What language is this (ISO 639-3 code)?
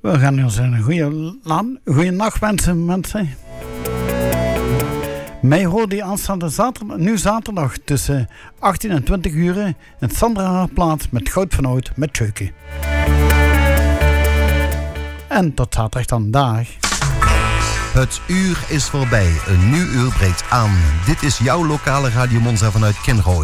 nld